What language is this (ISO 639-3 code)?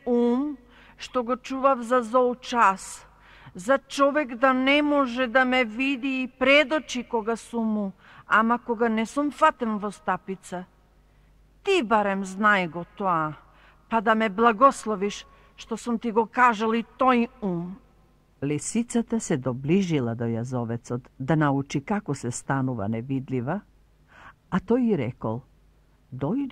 mkd